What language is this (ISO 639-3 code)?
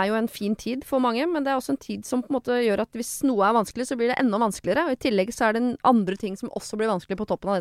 nor